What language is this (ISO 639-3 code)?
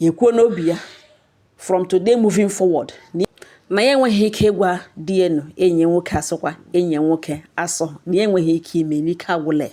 ibo